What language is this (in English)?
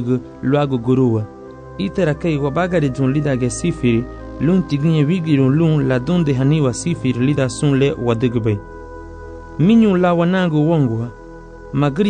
Garifuna